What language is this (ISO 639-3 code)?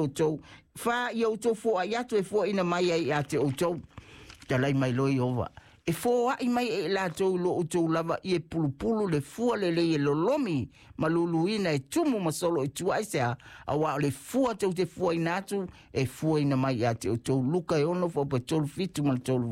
smo